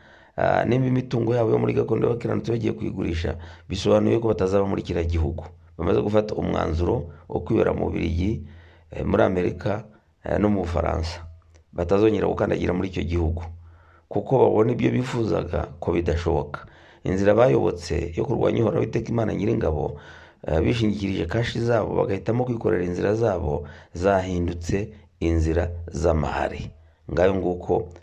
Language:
Kinyarwanda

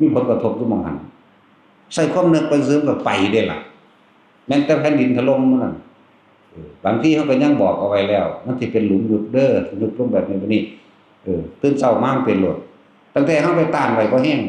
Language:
Northeastern Thai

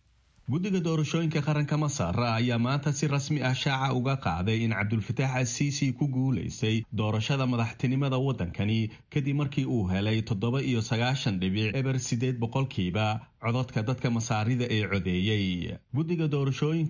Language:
Somali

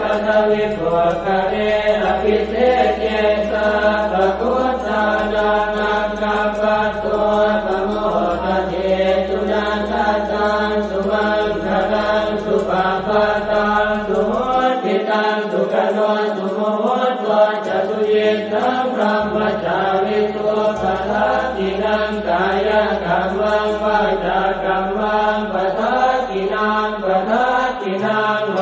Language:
Pali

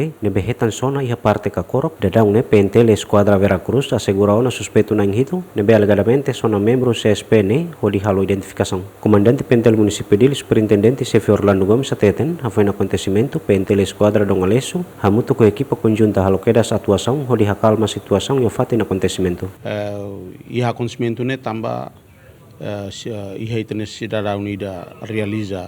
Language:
Tetum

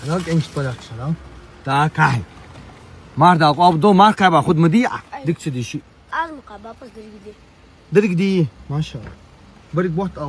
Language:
Ingush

